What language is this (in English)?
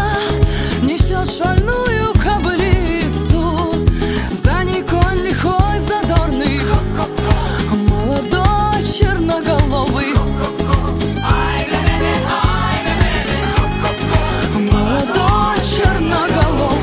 Russian